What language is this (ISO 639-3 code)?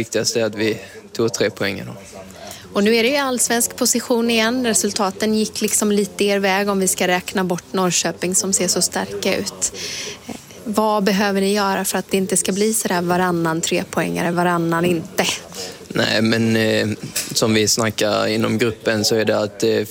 swe